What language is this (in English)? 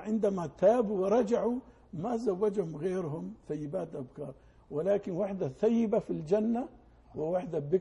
Arabic